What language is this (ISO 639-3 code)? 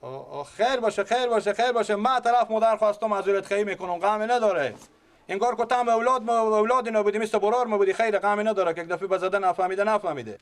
fas